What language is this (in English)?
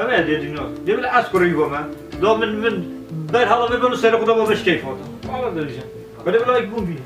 Kurdish